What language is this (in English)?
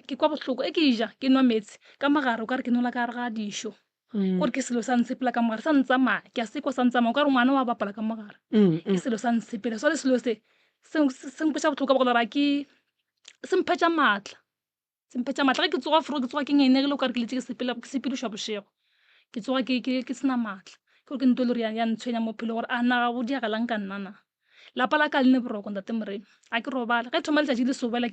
Northern Sotho